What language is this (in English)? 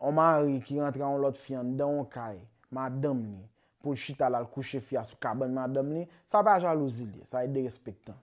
Haitian Creole